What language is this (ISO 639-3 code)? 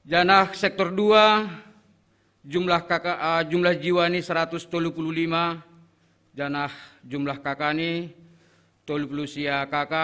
bts